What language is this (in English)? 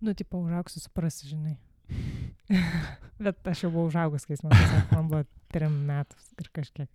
Lithuanian